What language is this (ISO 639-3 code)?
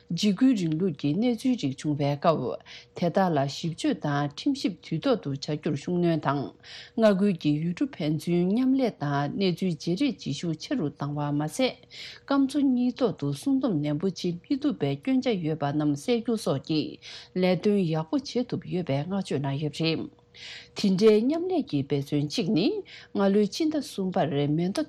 bod